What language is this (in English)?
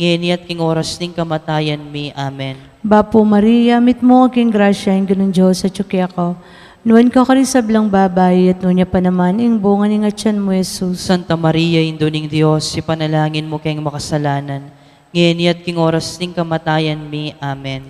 Pampanga